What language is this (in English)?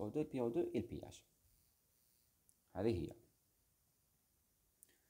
Algerian Arabic